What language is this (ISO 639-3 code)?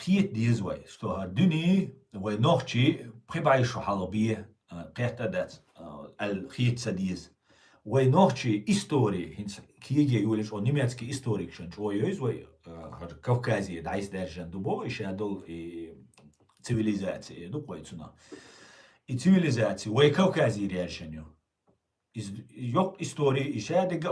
che